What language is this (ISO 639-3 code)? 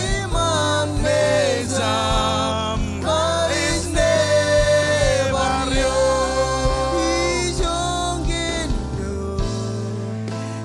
mah